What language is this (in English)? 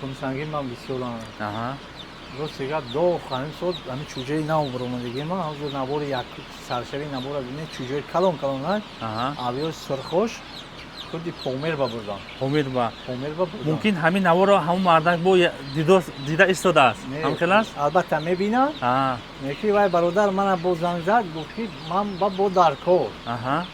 Tajik